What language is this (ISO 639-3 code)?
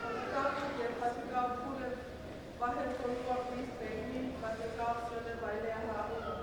ton